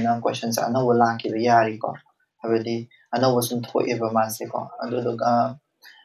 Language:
Manipuri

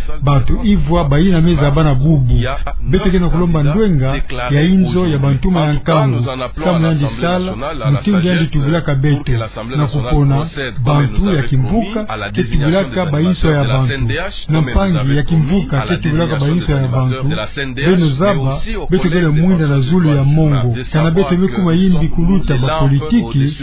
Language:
Kituba (Democratic Republic of Congo)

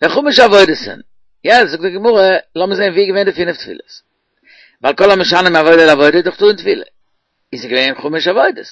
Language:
Yiddish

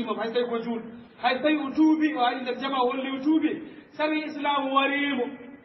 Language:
Fula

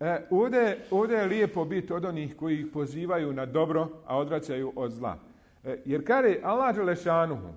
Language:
Bosnian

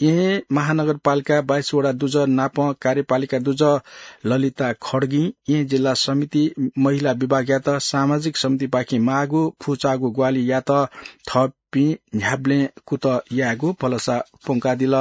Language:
Newari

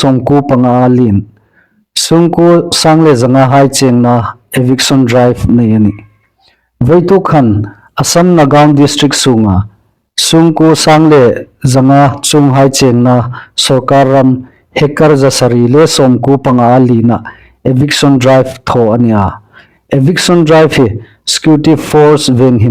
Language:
Hmar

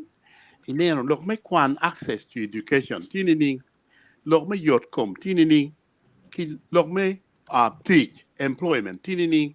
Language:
Acoli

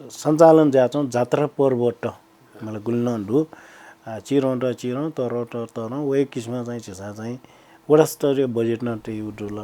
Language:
Newari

